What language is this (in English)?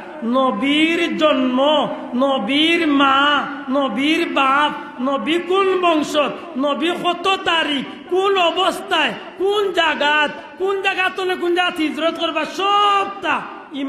Sylheti